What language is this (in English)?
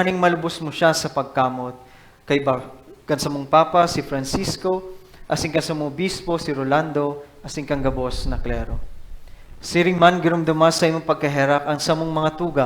Bikol